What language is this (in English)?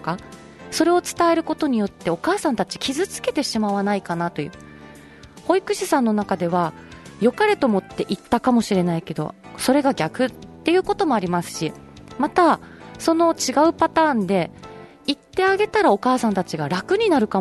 Japanese